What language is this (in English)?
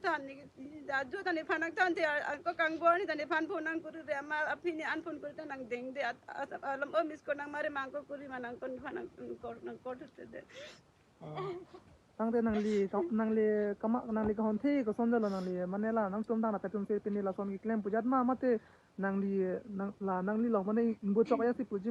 Karbi